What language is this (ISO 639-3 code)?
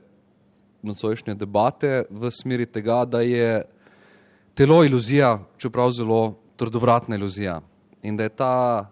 slv